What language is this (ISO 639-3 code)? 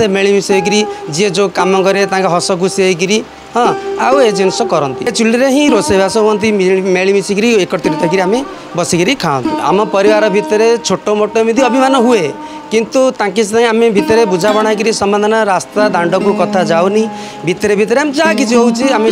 ori